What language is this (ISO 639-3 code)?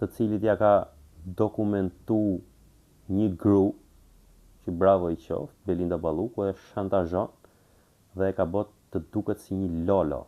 sqi